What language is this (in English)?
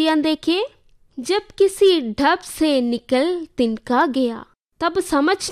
Malayalam